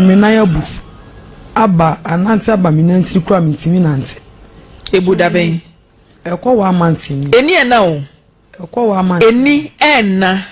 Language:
Akan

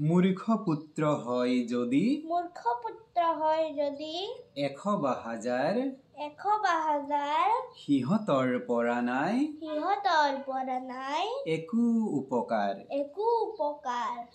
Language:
Assamese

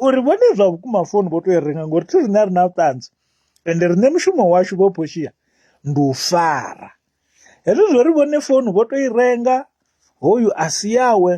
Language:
Venda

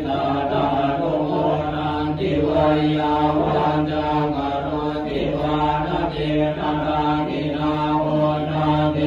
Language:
Pali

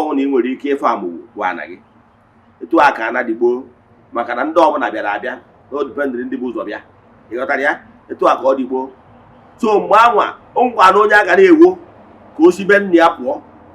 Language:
Igbo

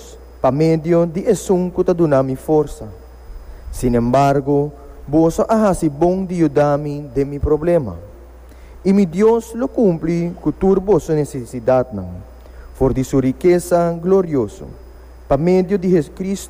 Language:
Papiamento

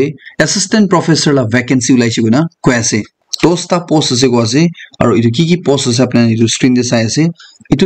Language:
Naga Pidgin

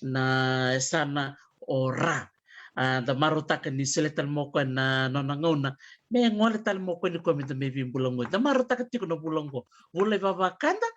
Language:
Fijian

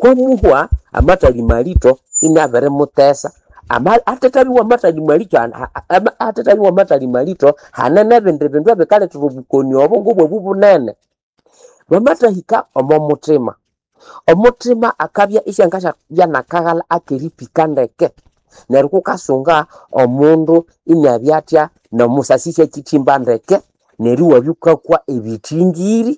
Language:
Nande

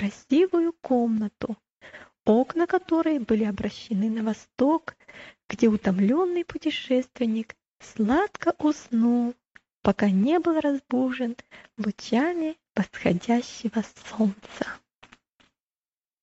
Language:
Russian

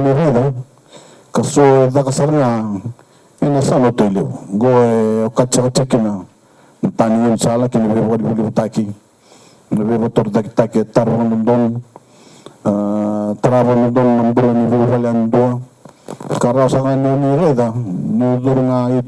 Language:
Fijian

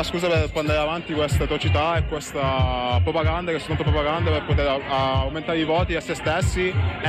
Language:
Italian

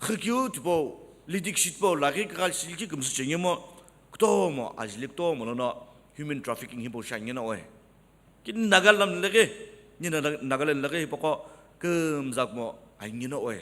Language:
Sumi Naga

